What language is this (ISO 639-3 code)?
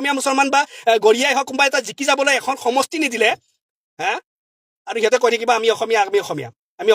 asm